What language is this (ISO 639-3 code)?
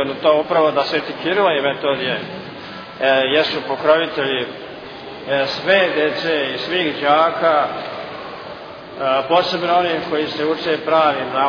srp